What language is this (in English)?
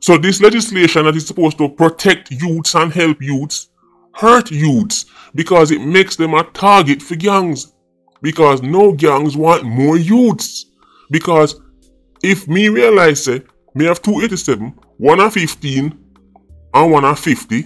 Jamaican Creole English